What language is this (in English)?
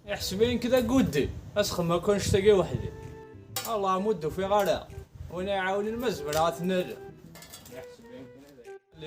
Kabyle